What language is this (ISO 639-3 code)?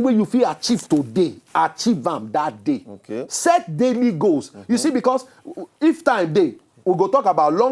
pcm